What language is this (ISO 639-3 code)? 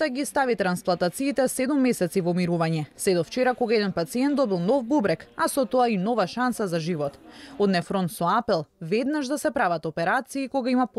mkd